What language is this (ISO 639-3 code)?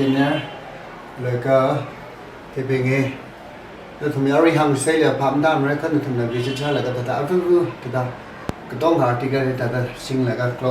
nmf